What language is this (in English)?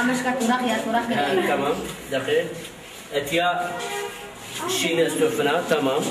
Zaza